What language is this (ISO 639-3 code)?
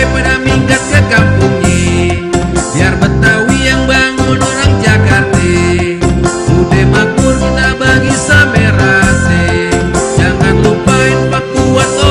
bew